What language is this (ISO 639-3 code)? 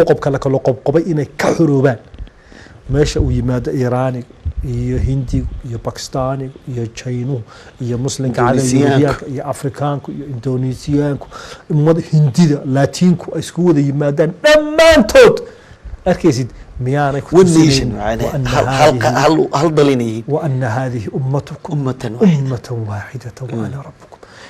som